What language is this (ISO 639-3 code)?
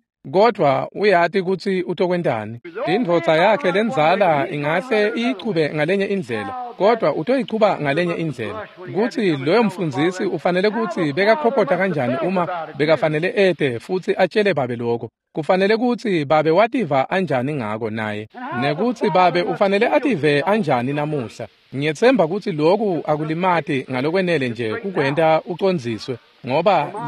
ssw